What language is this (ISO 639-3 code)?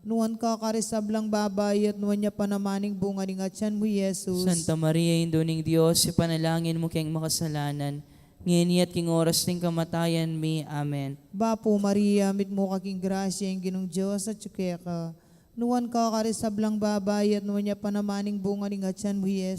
pam